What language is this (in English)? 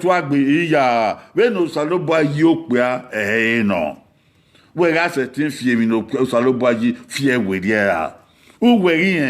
Bini